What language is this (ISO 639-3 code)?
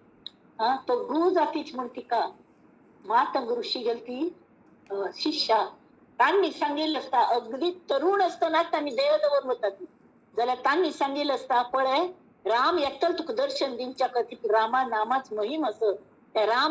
kok